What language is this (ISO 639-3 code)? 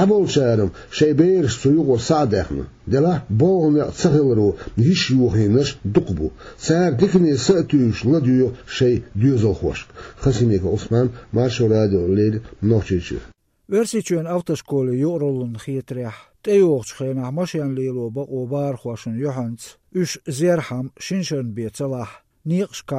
che